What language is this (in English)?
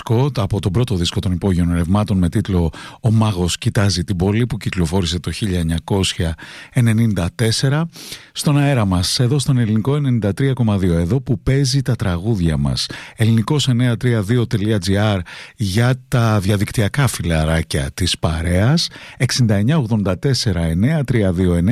Greek